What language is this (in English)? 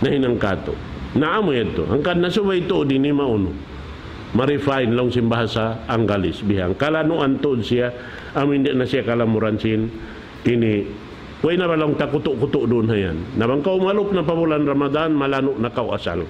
Tausug